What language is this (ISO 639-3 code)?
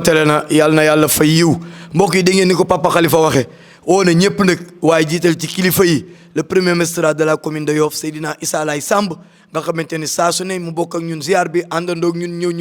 wol